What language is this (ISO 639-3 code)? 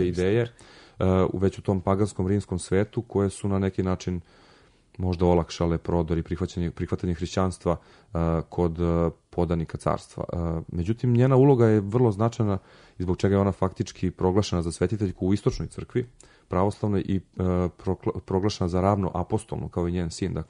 srp